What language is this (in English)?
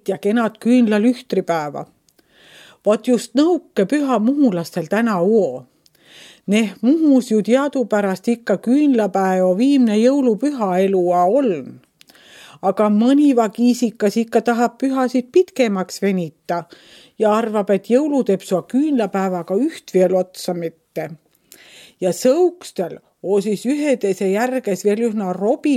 Estonian